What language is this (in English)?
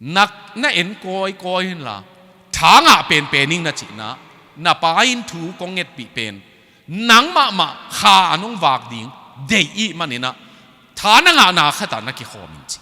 Tedim Chin